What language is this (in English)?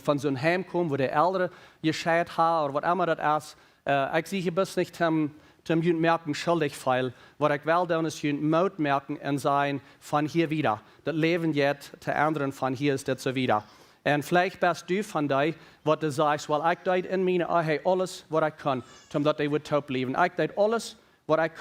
Plautdietsch